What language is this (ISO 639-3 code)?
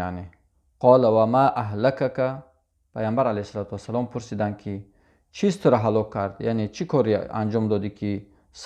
tgk